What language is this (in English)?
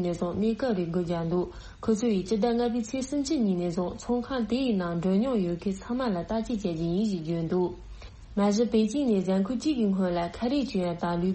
Tibetan